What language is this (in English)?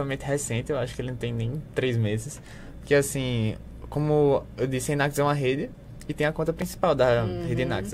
Portuguese